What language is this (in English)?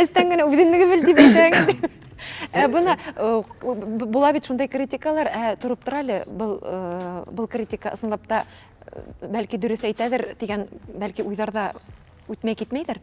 Bashkir